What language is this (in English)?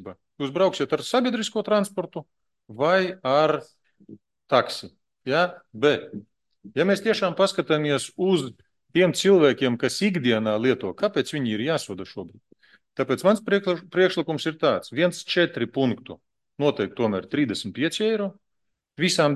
Latvian